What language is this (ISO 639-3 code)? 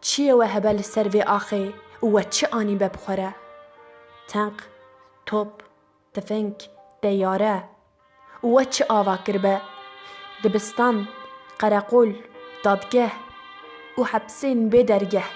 kur